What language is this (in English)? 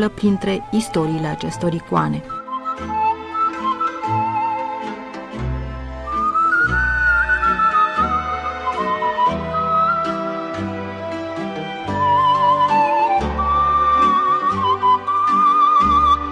Romanian